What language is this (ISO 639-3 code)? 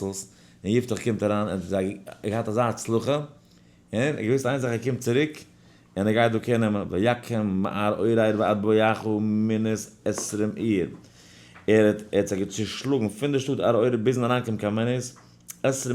yid